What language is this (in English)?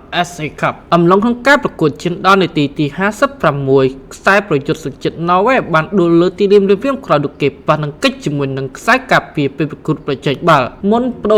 Khmer